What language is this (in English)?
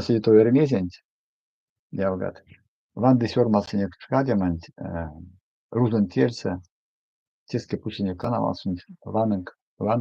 Erzya